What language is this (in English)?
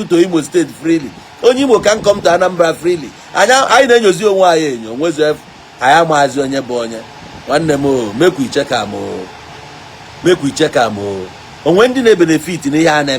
Igbo